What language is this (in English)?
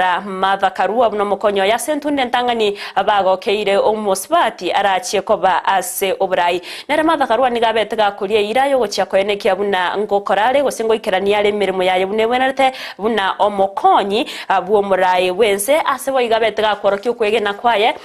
Gusii